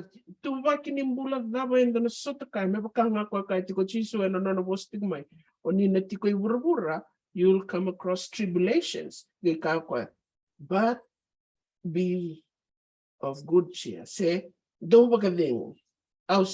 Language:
Fijian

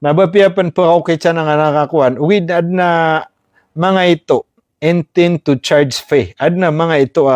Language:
Maranao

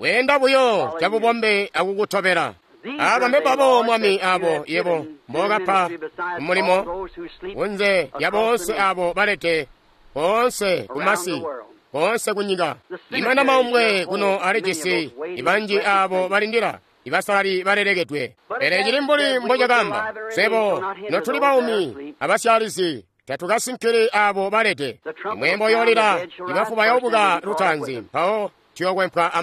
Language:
Tonga (Zambia)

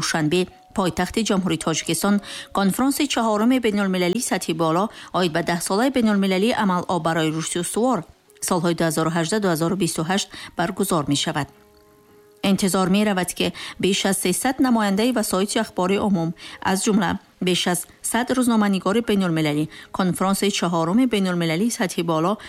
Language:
Tajik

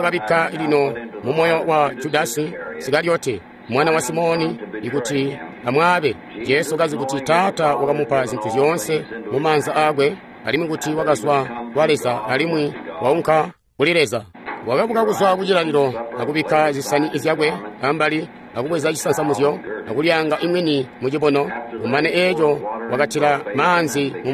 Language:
Tonga (Zambia)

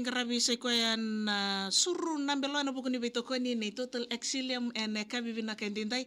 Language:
Fijian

